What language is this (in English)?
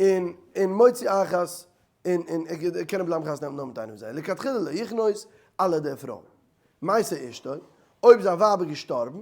Yiddish